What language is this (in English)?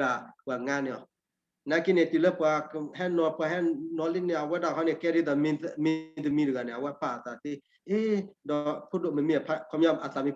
S'gaw Karen